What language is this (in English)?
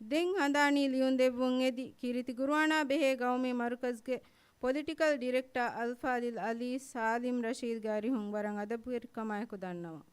Divehi